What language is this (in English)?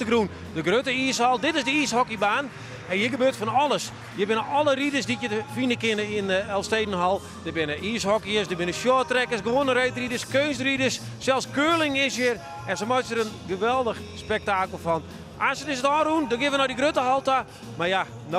Western Frisian